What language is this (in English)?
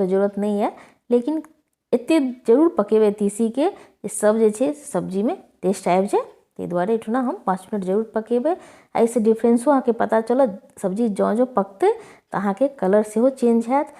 Maithili